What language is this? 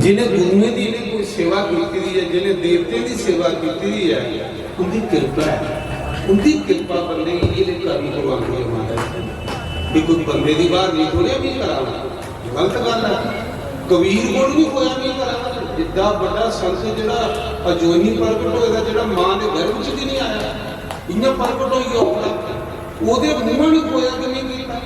Dogri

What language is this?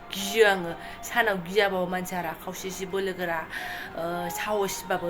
Bodo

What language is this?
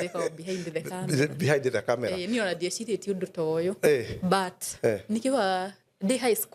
Kikuyu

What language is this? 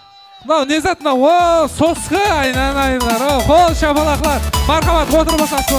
Kara-Kalpak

